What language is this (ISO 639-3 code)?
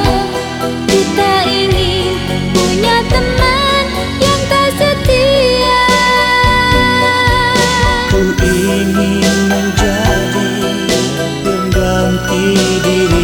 ind